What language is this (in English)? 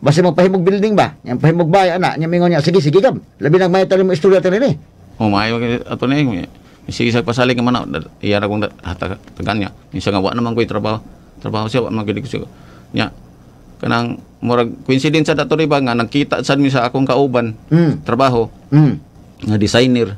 Cebuano